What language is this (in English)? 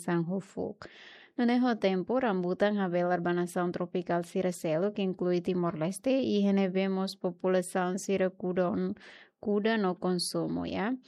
Tetum